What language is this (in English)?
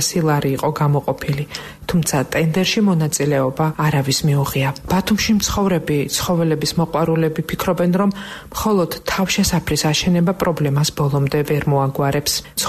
Georgian